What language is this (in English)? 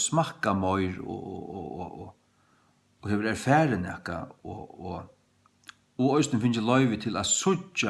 Faroese